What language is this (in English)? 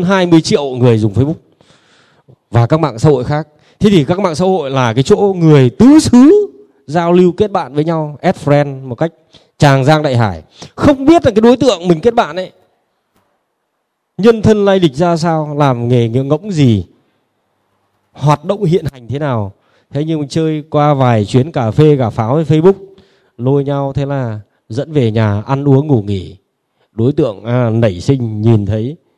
Vietnamese